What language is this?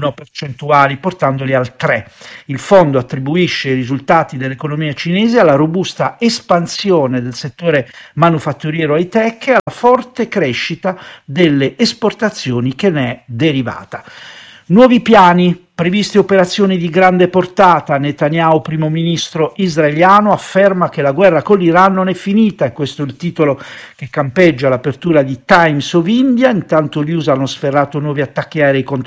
Italian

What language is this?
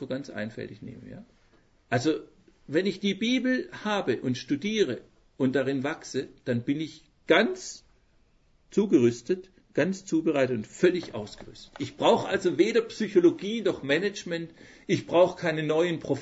German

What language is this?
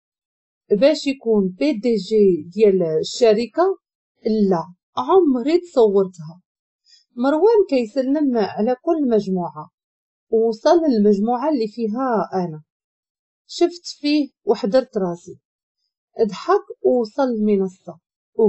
Moroccan Arabic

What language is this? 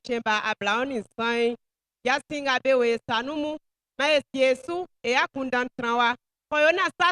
Baoulé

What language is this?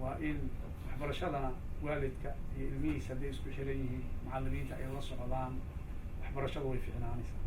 Somali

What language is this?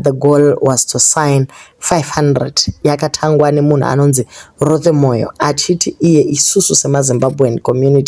Shona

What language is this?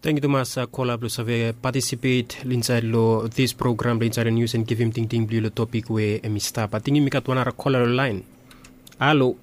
Bislama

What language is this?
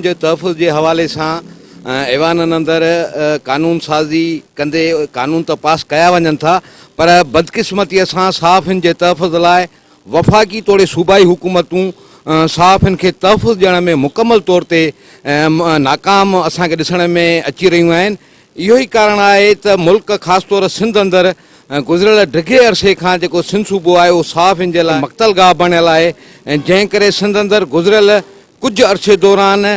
Sindhi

